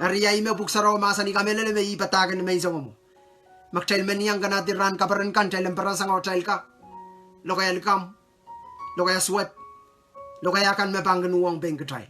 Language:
Pohnpeian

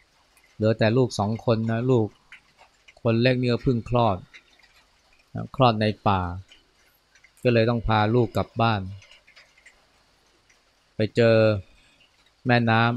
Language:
Thai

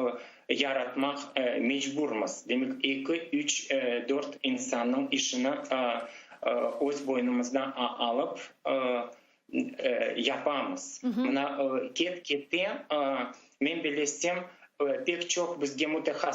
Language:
Crimean Tatar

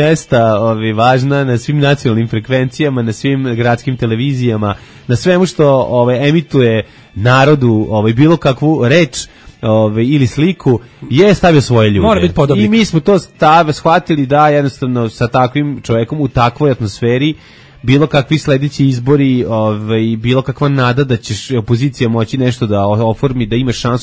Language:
Serbian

